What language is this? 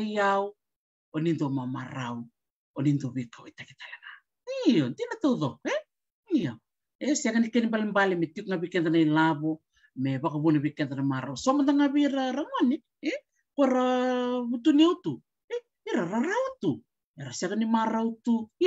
Fijian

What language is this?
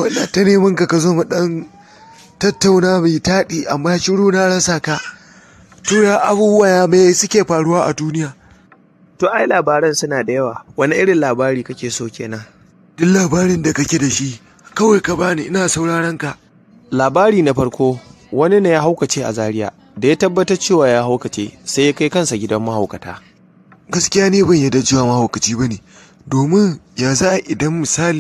Hausa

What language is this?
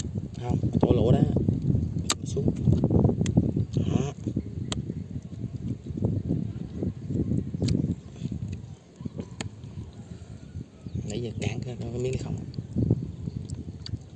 Vietnamese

